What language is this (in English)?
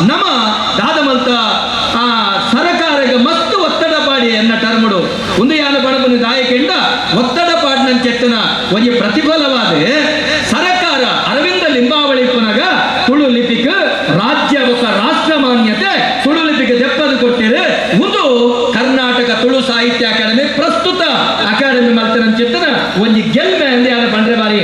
Tulu